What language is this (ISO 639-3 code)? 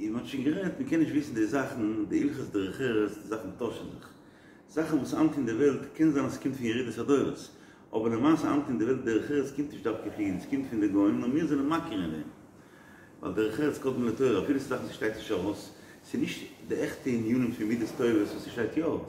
yid